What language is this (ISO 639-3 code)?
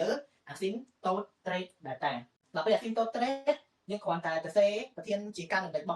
khm